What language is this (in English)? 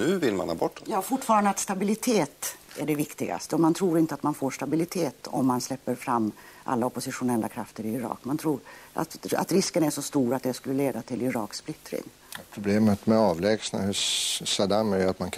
Swedish